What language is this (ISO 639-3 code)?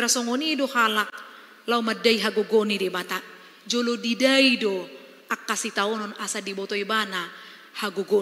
bbc